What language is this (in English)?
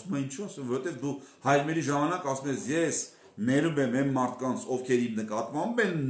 Armenian